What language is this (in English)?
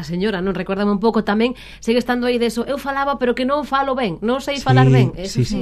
Galician